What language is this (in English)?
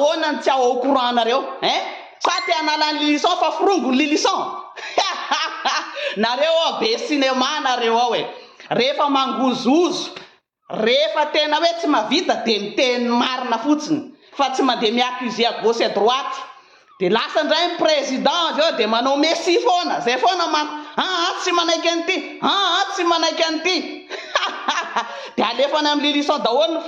Malagasy